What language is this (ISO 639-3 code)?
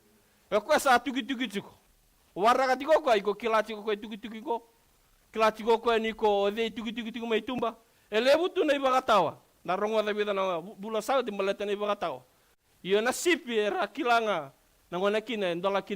fij